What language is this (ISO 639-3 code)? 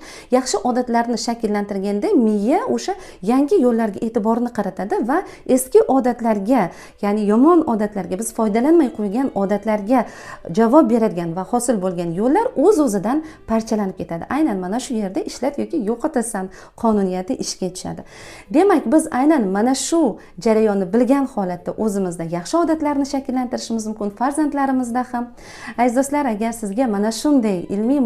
uzb